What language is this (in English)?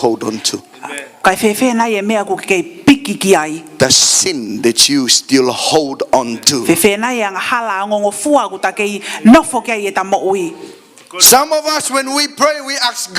Tongan